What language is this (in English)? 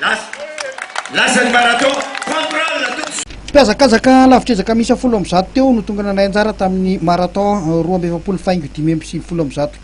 Malagasy